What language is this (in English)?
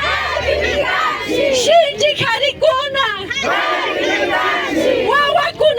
Imbabura Highland Quichua